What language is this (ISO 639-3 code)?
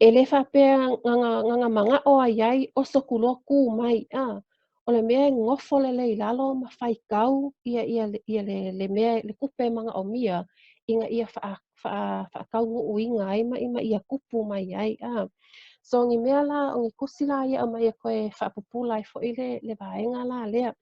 smo